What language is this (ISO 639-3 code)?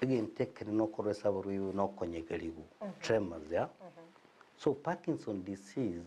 guz